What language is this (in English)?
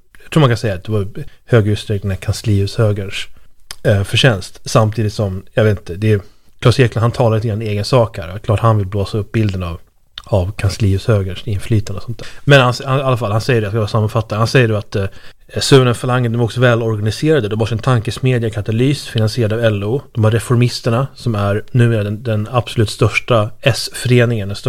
Swedish